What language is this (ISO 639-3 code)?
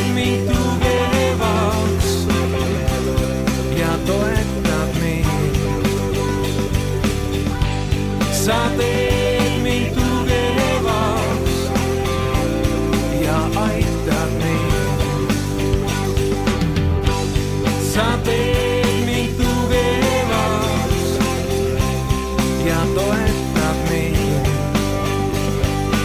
est